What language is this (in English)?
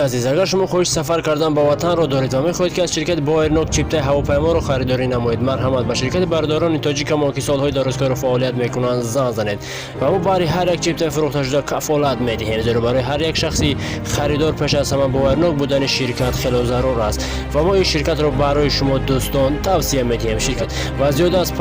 Tajik